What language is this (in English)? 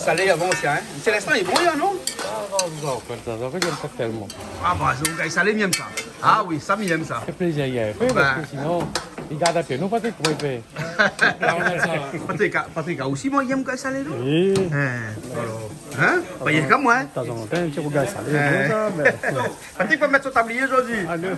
Réunion Creole French